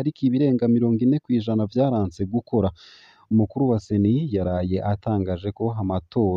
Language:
Rundi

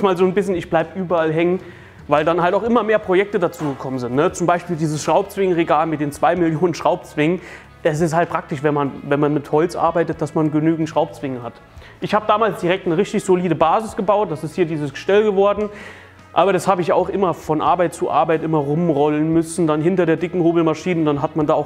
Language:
German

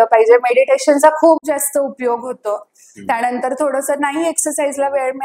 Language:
Marathi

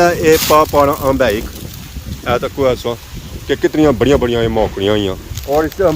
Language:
Pahari-Potwari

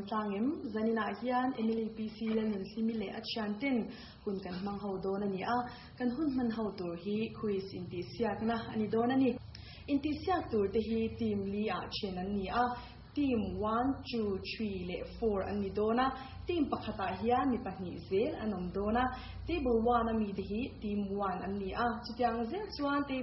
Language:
Mizo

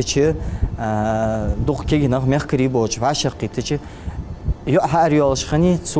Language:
Ingush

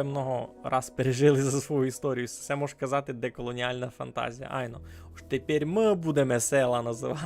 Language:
Rusyn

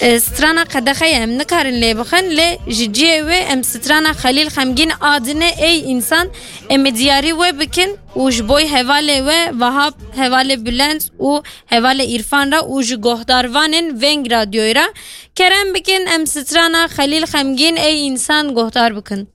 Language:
Kurdish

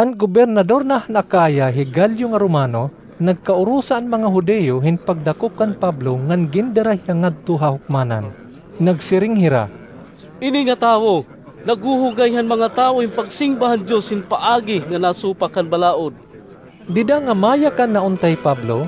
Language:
Waray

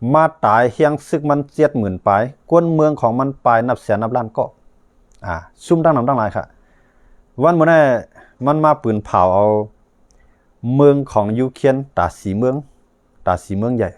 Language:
Shan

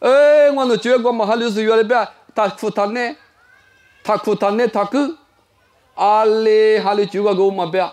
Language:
Lisu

